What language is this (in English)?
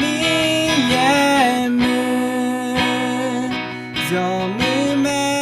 Akha